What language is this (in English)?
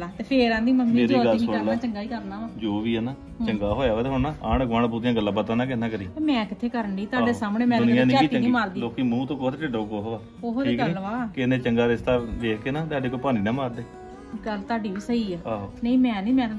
Punjabi